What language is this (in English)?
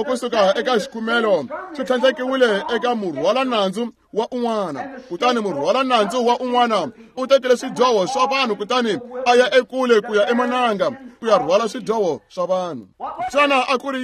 Tsonga